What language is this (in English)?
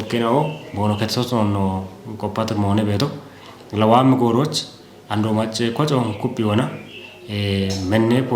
Kafa